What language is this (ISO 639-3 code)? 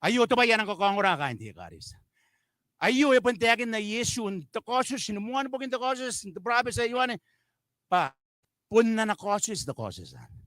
gil